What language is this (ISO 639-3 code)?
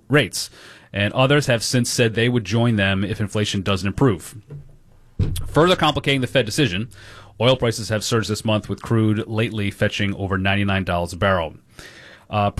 eng